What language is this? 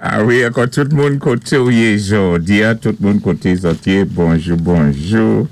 Saint Lucian Creole French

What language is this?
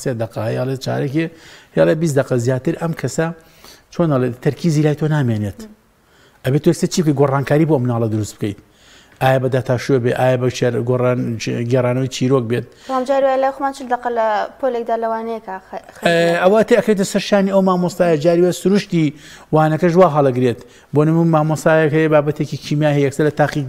Central Kurdish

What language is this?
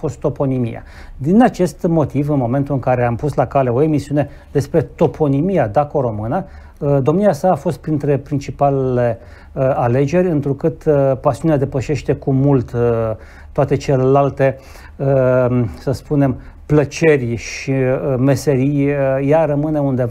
Romanian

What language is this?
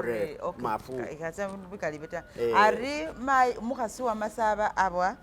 Masaaba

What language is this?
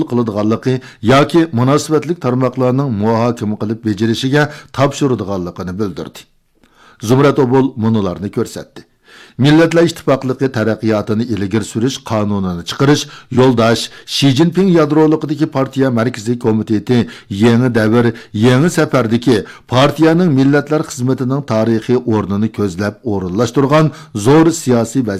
Uyghur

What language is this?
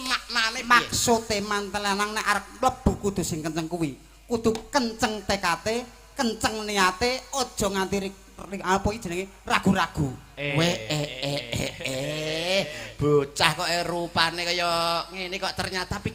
Javanese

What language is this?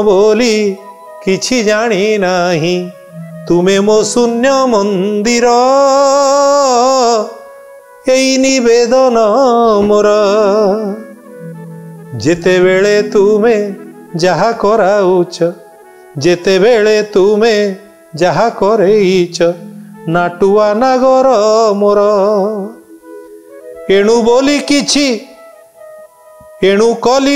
Odia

